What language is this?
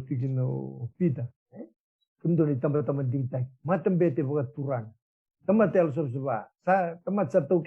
Fijian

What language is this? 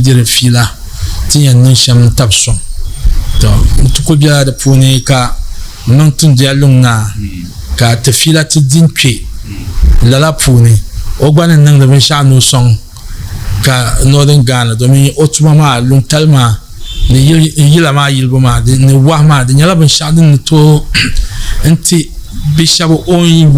Dagbani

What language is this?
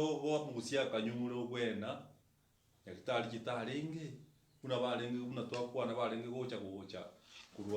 Gusii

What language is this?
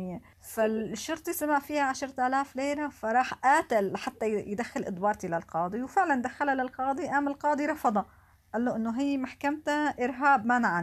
North Levantine Arabic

